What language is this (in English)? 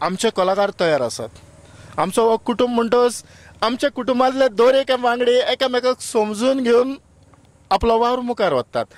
Konkani